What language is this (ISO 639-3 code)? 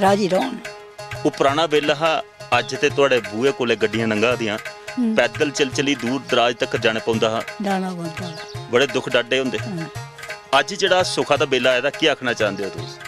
doi